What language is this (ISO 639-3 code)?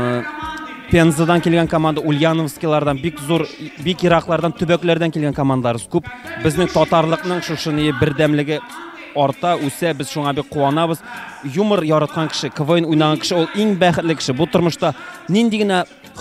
tat